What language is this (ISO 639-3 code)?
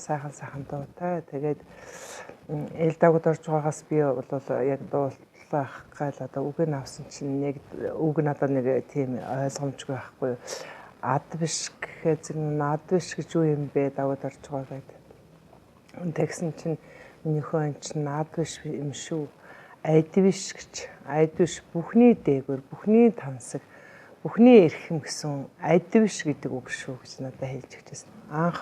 mon